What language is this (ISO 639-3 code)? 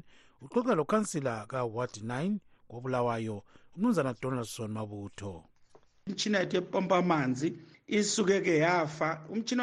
nde